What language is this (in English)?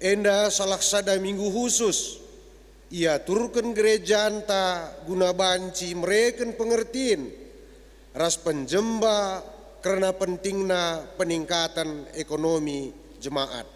Batak Karo